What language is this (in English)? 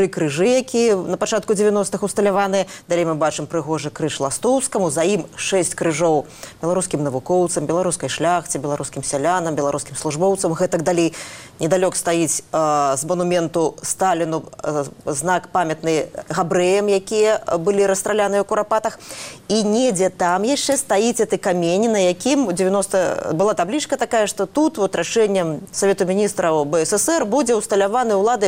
Belarusian